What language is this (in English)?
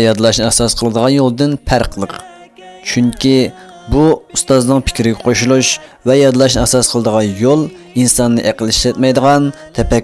Uyghur